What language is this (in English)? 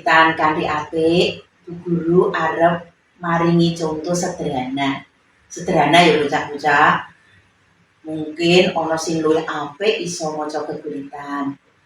Javanese